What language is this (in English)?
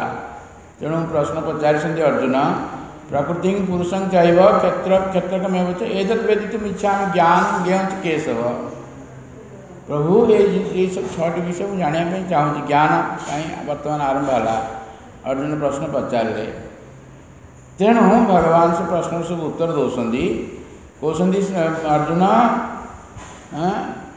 Odia